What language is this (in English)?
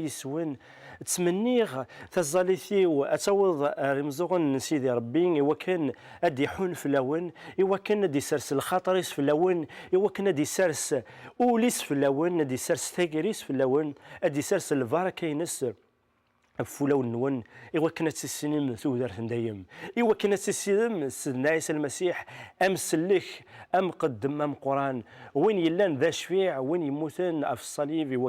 Kabyle